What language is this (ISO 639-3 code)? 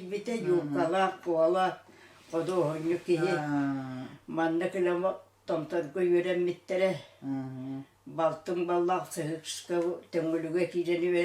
sah